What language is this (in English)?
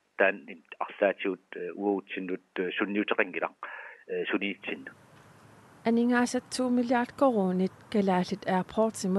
Kalaallisut